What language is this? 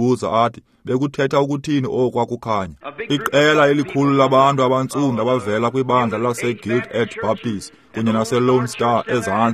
Xhosa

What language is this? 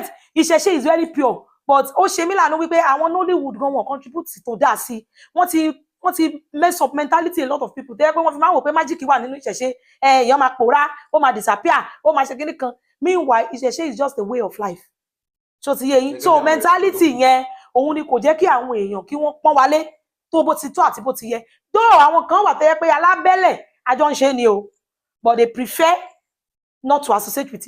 Yoruba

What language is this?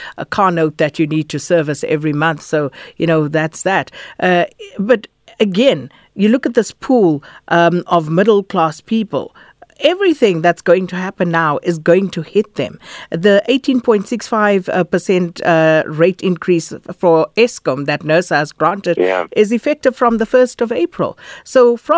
English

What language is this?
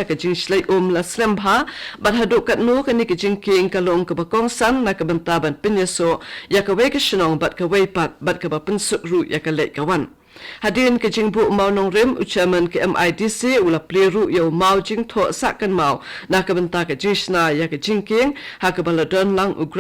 Khasi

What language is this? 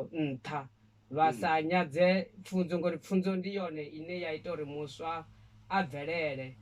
Venda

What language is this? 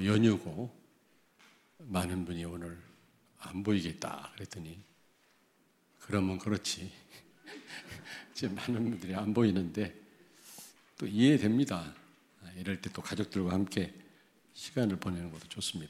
Korean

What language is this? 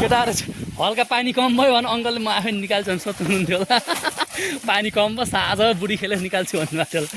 Nepali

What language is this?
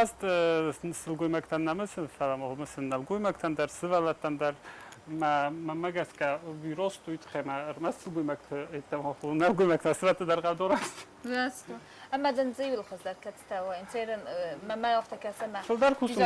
Ossetic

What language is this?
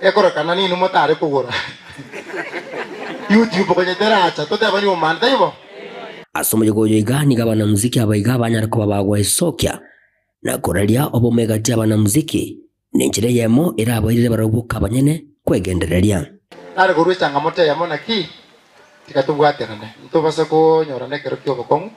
Gusii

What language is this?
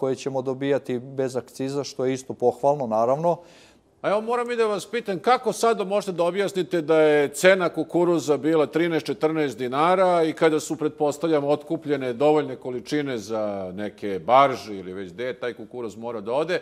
Serbian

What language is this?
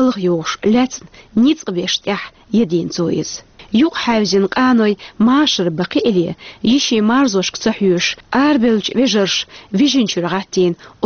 Chechen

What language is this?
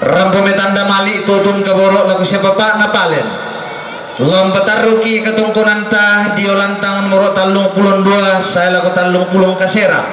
Toraja-Sa'dan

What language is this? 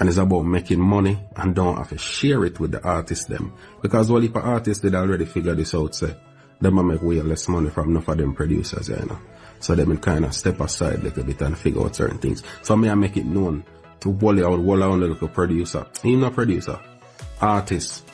Jamaican Creole English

